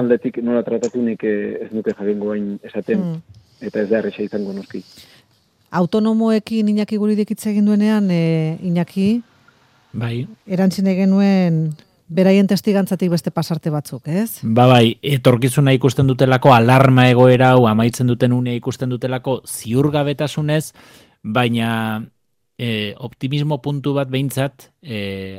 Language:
Basque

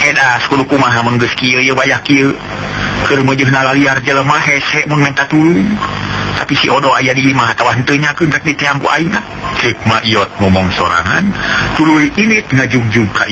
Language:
Sundanese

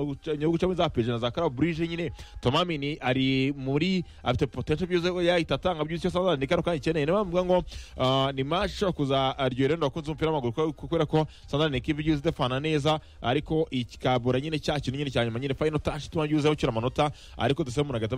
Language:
Kinyarwanda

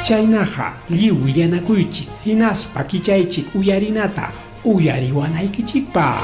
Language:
Ayacucho Quechua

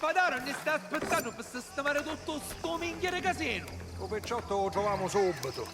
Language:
Sicilian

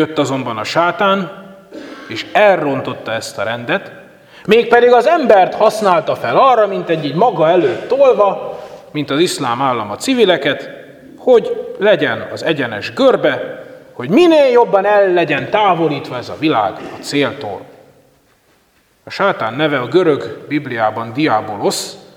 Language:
Hungarian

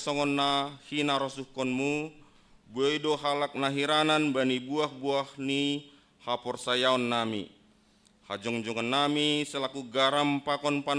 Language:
Batak Simalungun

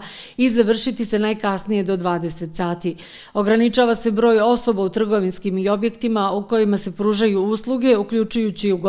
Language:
Serbian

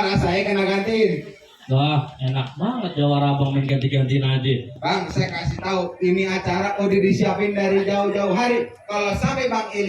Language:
Betawi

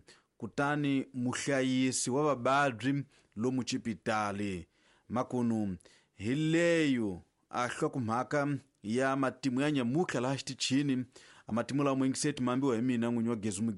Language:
Tsonga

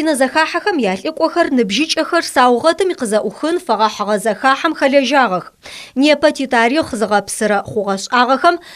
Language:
Adyghe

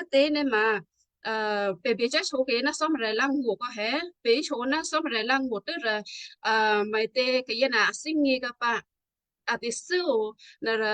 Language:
Western Kayah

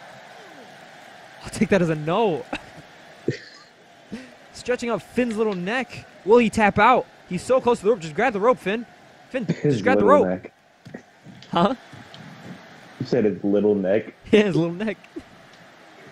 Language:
English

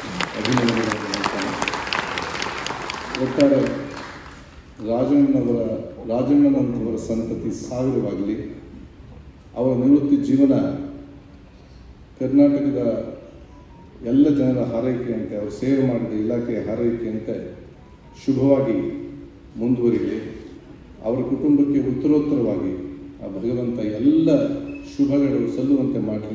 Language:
Kannada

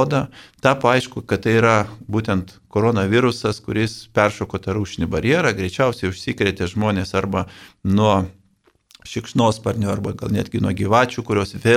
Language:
Lithuanian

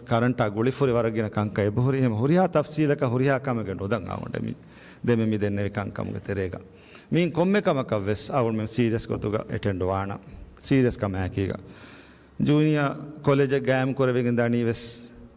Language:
Divehi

